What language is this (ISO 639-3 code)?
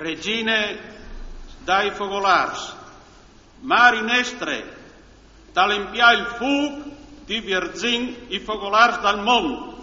fur